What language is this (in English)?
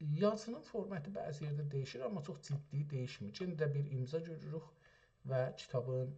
South Azerbaijani